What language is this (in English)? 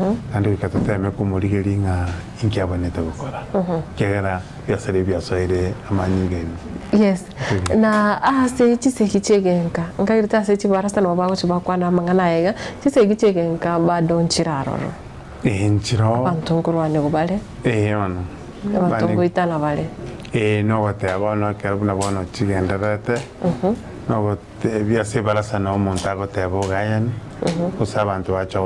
Gusii